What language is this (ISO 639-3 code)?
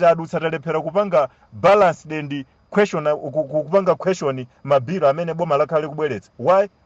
nya